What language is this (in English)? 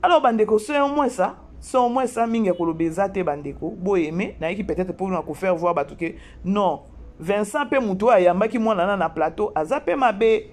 Lingala